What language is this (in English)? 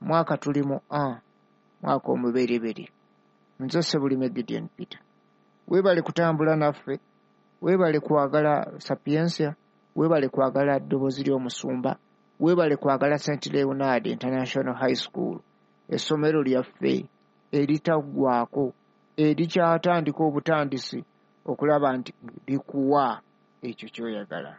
Ganda